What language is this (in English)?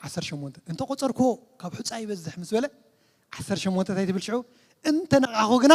Tigrinya